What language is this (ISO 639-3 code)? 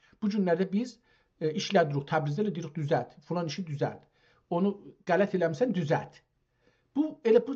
azb